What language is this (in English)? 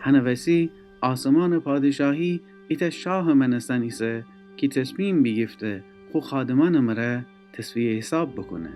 Gilaki